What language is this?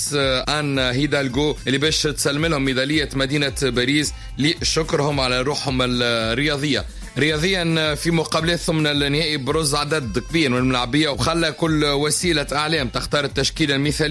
Tunisian Arabic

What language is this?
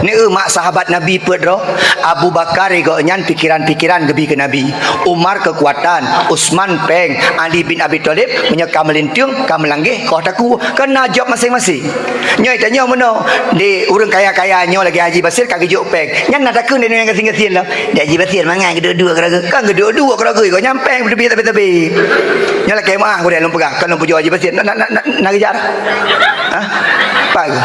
Achinese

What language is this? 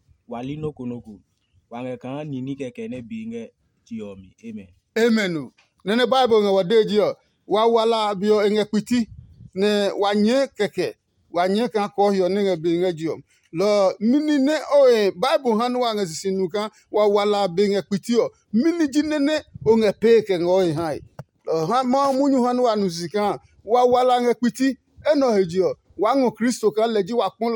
Adangme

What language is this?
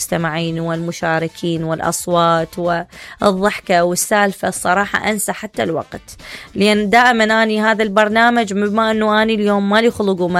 Mesopotamian Arabic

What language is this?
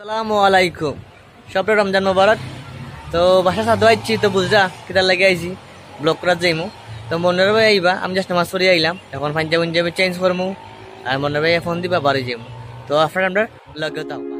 Sylheti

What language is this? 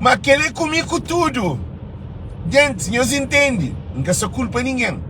Kabuverdianu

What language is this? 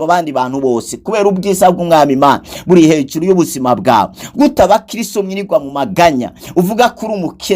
Rundi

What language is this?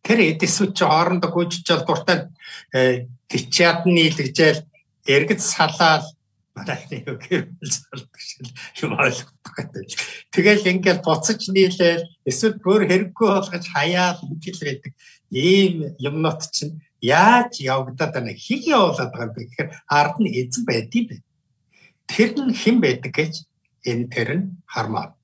Mongolian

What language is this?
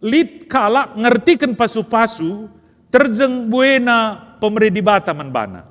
Batak Karo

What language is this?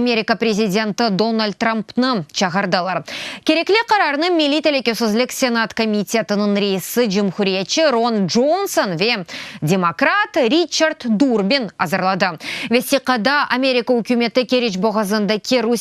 Crimean Tatar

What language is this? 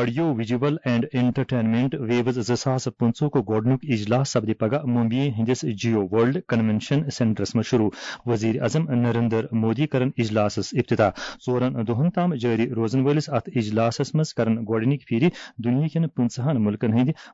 Kashmiri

